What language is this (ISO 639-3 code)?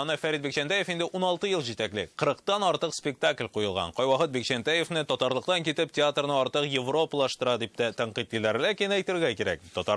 tat